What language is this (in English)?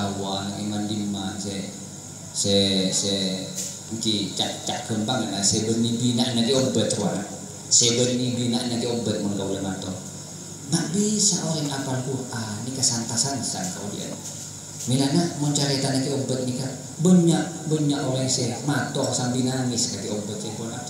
Madurese